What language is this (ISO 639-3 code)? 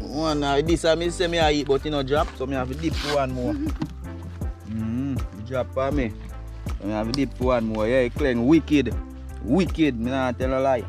jam